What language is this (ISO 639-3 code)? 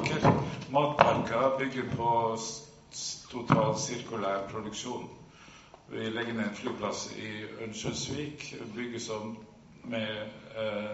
nor